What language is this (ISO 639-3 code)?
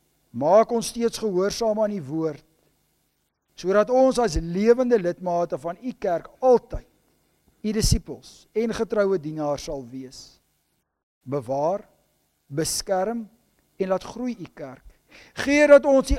afr